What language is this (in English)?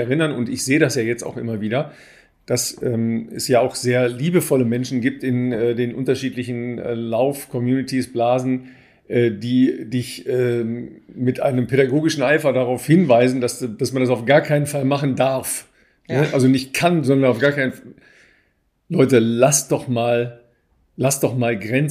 German